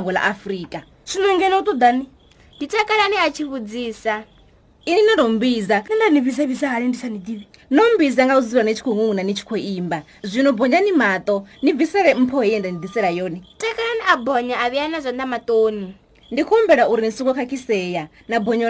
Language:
Venda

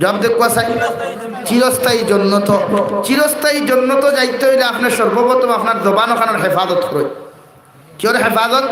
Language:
Sylheti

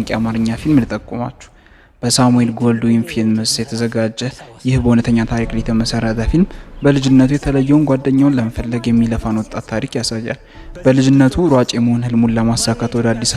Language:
Amharic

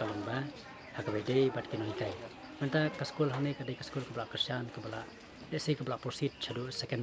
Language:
Khasi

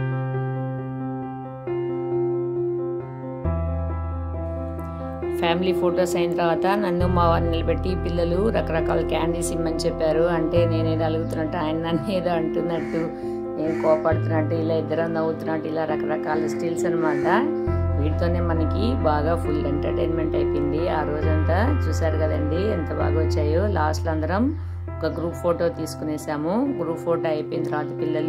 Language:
Telugu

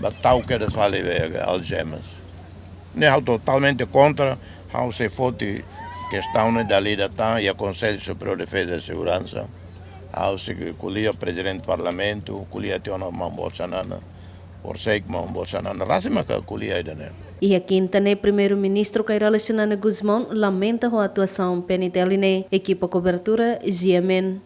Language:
Tetum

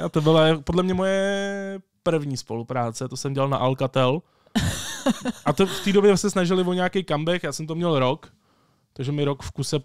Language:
Czech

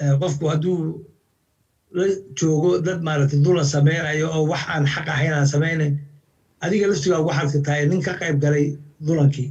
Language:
Somali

